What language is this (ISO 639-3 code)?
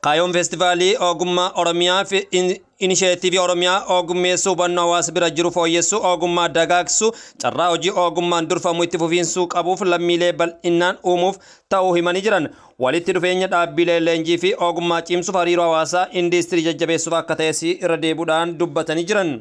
orm